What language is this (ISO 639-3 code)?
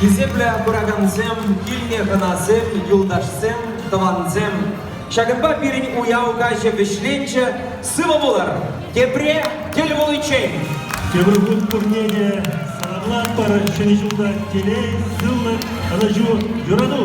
chv